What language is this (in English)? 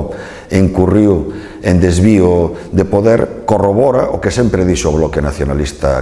Galician